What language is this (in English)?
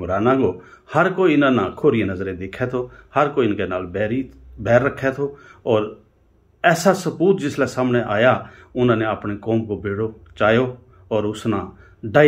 Gujari